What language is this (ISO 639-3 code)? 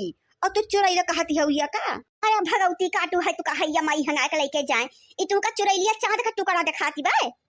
awa